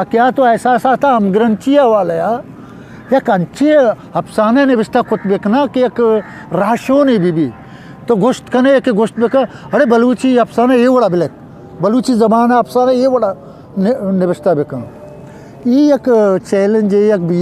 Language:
Eastern Balochi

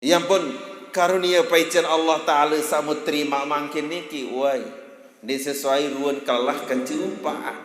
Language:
Sasak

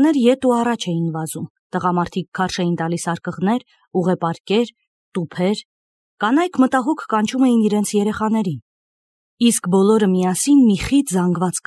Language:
Armenian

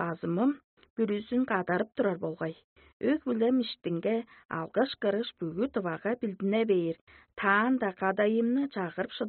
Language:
Tuvinian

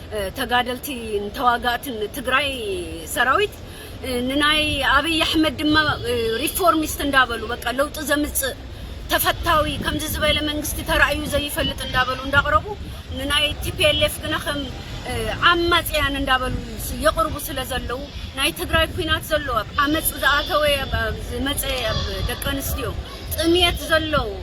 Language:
Tigrinya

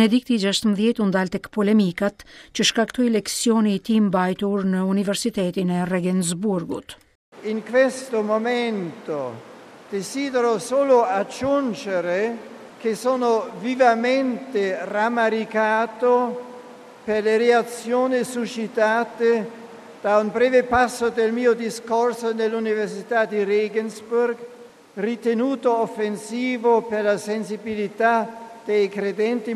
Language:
Albanian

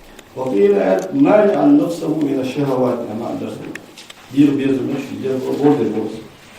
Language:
Ingush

